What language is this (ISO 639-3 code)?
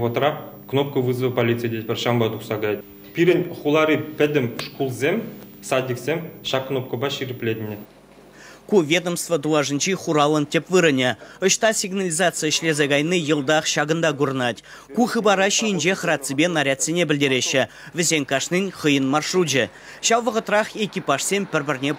chv